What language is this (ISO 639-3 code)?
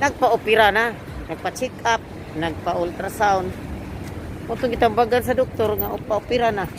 ceb